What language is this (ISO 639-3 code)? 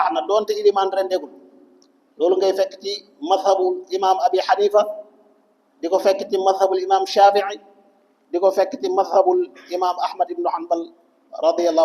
wol